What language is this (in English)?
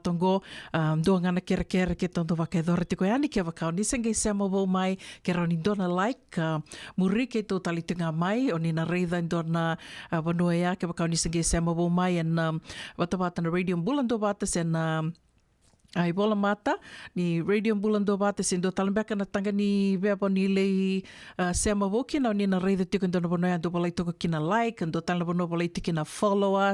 Fijian